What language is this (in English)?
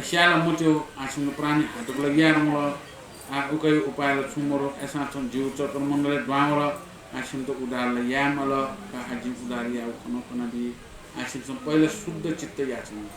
Newari